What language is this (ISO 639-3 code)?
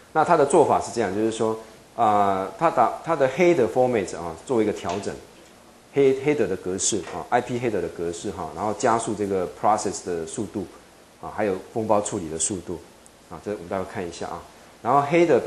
zho